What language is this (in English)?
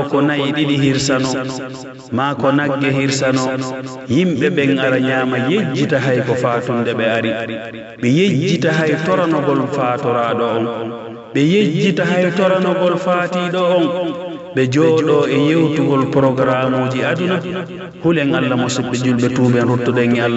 Pular